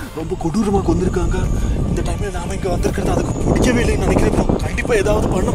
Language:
Tamil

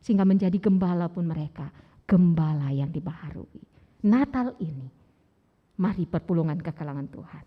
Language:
Batak Karo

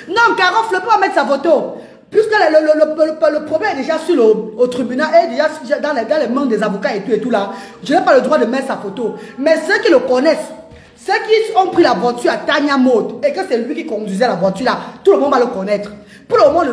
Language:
French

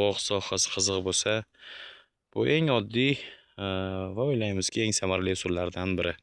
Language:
Uzbek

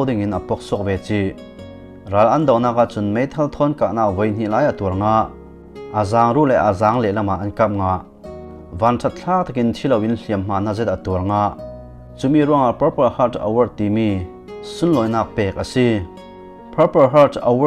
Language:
Falam Chin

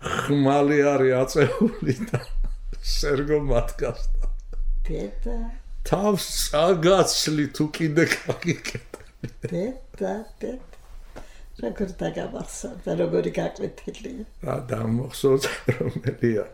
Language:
Georgian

